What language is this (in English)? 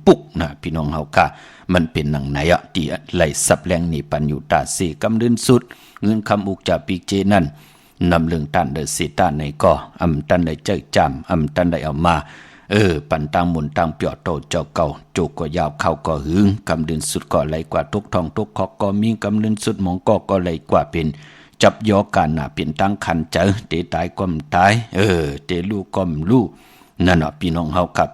Shan